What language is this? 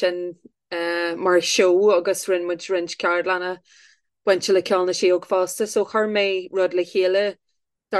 Irish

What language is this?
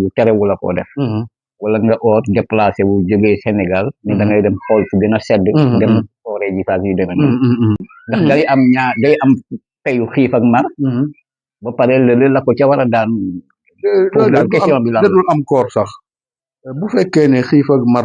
Wolof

